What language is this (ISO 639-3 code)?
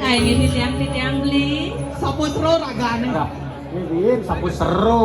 ban